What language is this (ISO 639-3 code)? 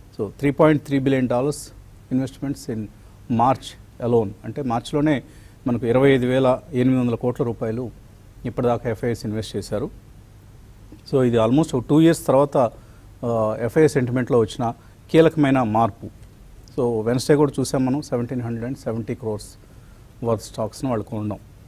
tel